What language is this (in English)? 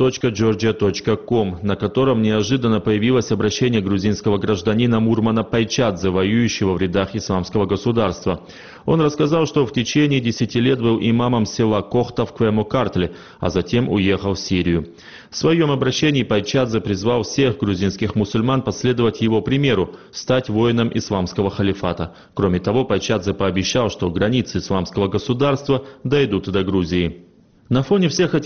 Russian